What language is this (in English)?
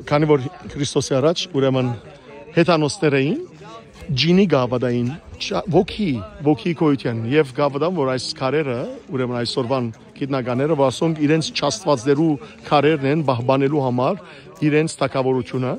Western Armenian